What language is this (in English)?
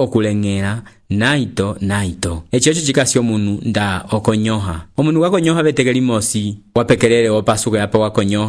Umbundu